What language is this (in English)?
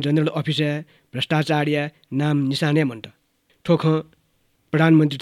Newari